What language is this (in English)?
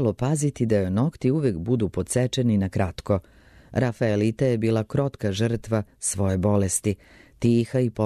Serbian